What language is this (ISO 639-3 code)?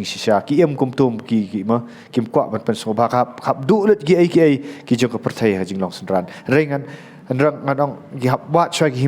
kha